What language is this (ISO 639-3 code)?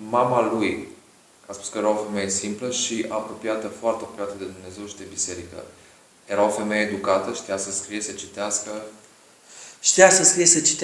ron